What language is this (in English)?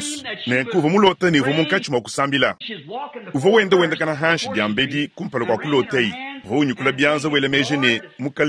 Luba-Lulua